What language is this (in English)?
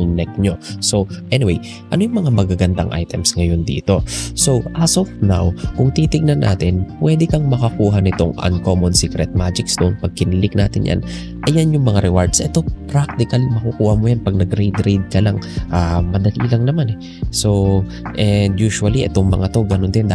Filipino